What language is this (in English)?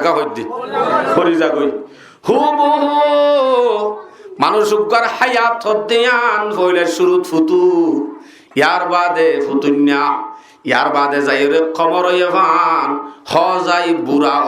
Rohingya